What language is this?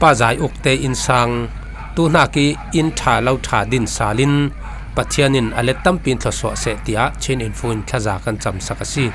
Falam Chin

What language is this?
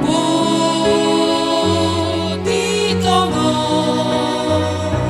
Batak Simalungun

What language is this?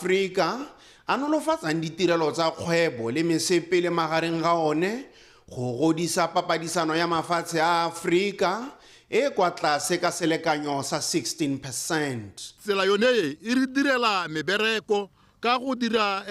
Tswana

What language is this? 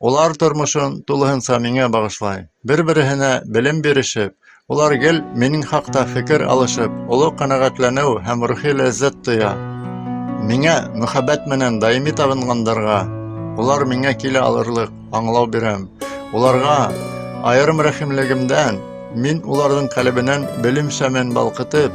Bashkir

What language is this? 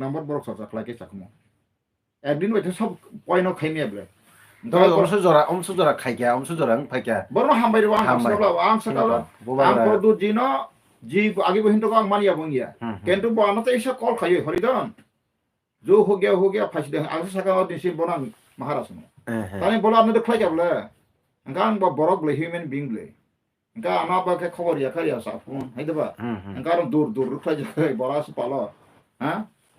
Kok Borok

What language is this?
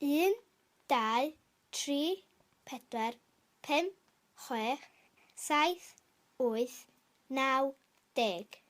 Welsh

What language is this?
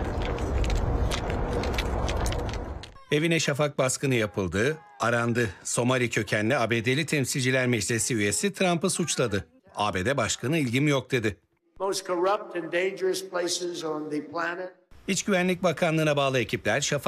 Turkish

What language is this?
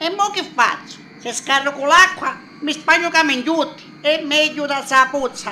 Sicilian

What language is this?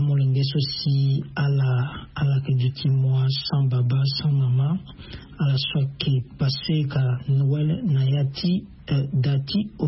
Sango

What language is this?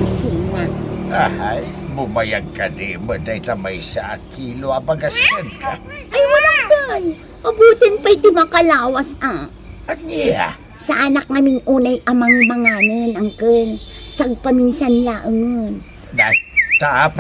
Iloko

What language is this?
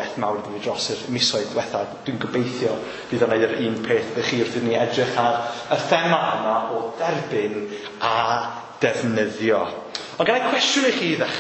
Welsh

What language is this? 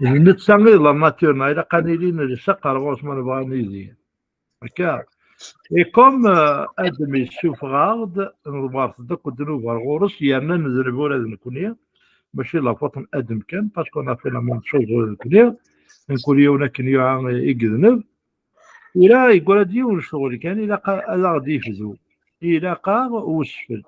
Kabyle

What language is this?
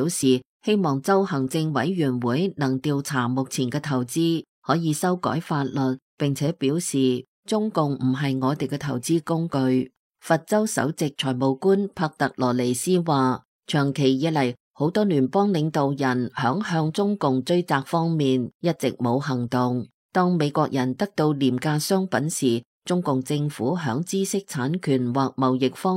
Cantonese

